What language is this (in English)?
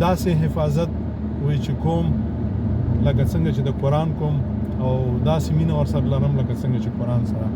Pashto